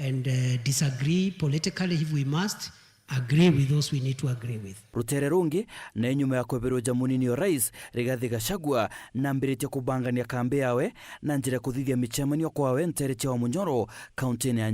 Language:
Meru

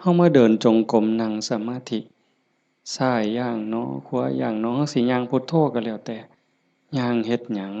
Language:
Northeastern Thai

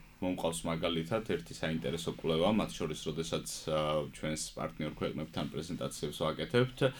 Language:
Georgian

